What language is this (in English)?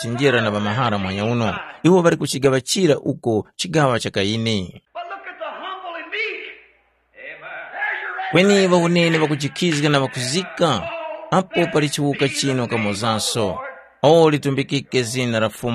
Tumbuka